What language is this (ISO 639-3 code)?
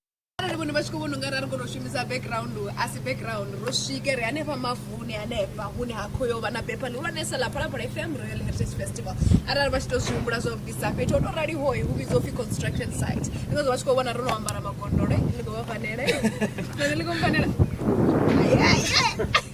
ven